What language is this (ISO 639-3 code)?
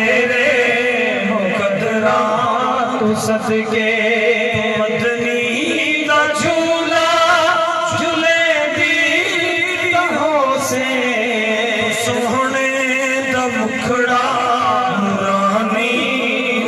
skr